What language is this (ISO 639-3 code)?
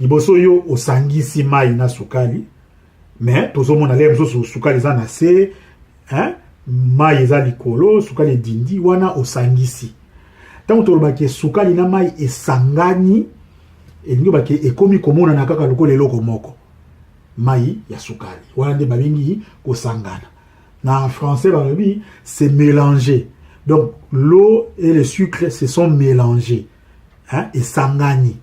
lin